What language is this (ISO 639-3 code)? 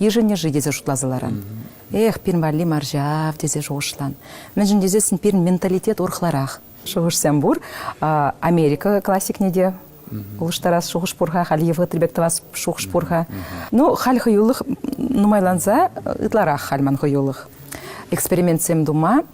chv